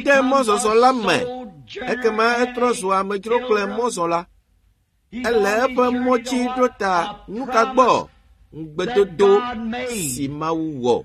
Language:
Ewe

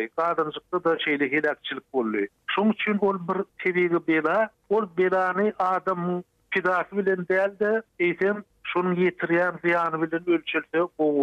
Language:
Turkmen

